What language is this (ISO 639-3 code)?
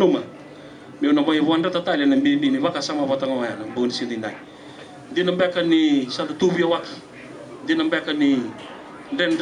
fij